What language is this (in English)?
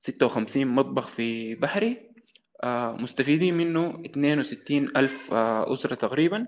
Sudanese Arabic